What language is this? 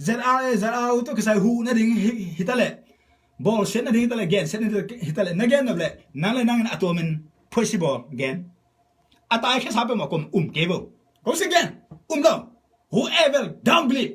Tedim Chin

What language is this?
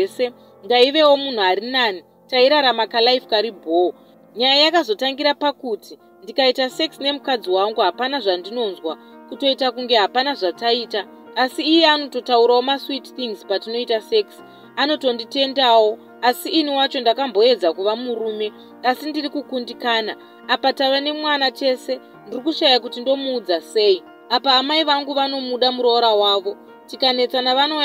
Shona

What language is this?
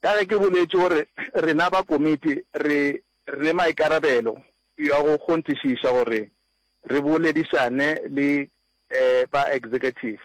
Northern Sotho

